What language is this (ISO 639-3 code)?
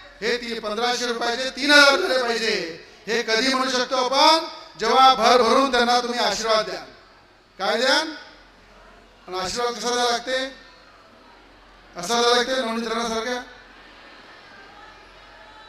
mar